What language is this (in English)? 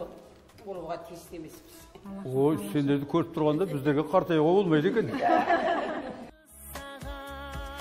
Kazakh